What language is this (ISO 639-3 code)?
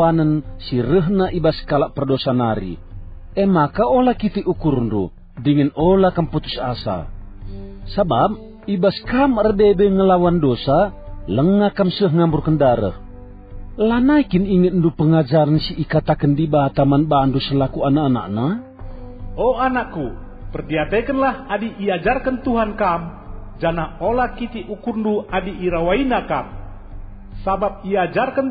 btx